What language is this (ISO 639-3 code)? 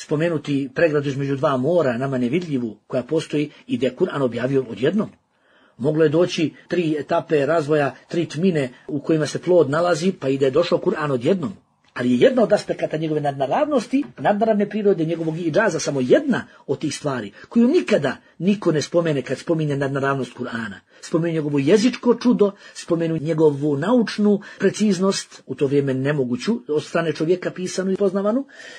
bos